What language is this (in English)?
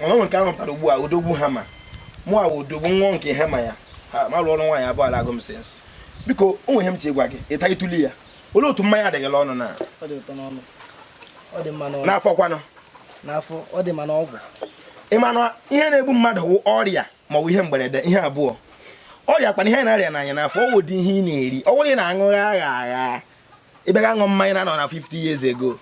Igbo